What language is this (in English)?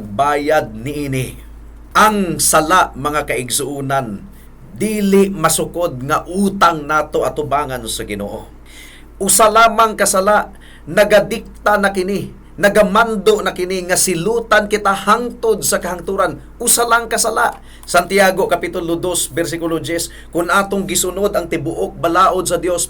Cebuano